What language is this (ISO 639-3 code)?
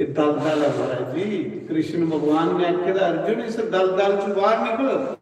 doi